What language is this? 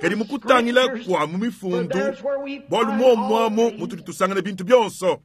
Luba-Lulua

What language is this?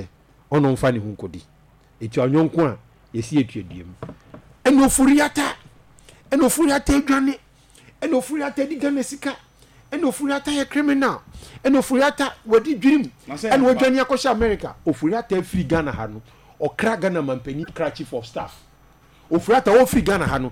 Akan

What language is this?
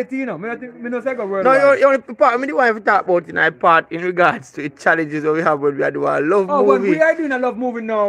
Jamaican Creole English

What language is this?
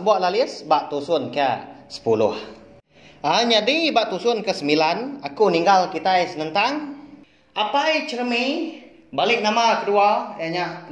Iban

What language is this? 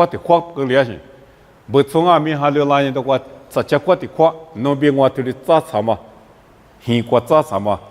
Lisu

